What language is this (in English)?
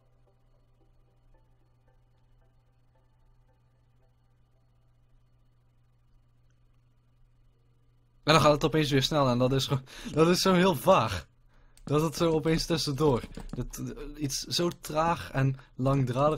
Dutch